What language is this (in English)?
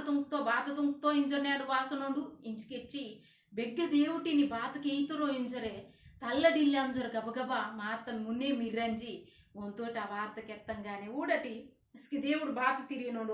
Koya